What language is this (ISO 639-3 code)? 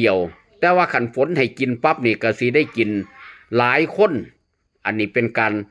lao